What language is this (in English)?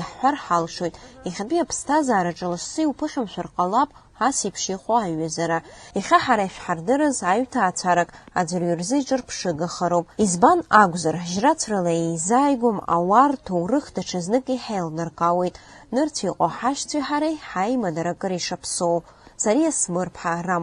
Abkhazian